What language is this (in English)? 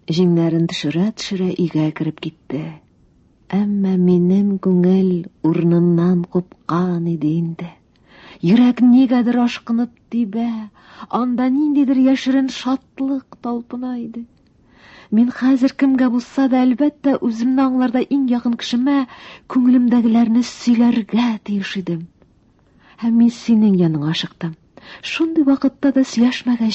Tatar